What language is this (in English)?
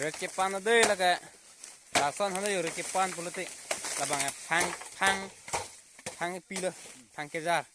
Karbi